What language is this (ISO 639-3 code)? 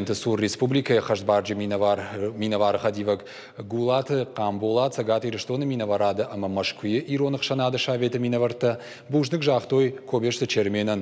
oss